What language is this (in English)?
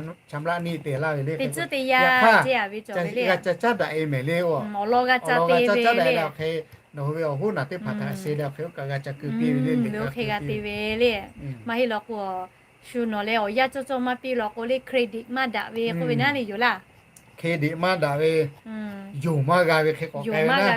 Lahu